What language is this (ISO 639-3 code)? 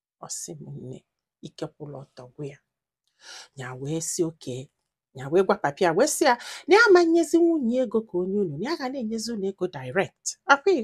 ibo